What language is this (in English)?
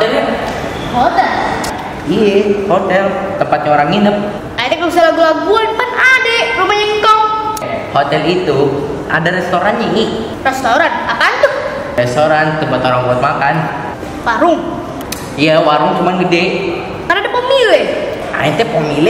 Betawi